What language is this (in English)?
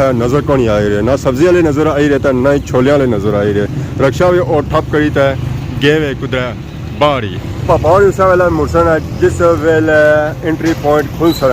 Pahari-Potwari